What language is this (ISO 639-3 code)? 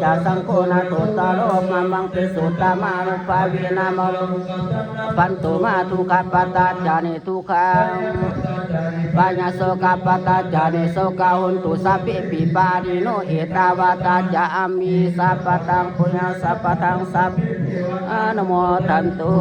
pli